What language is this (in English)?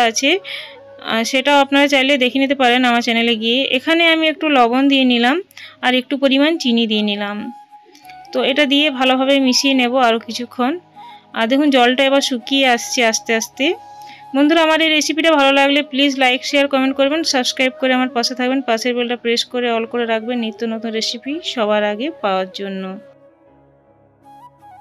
Bangla